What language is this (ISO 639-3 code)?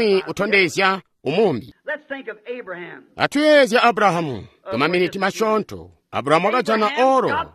toi